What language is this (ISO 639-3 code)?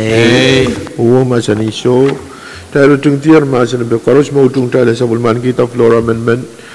pon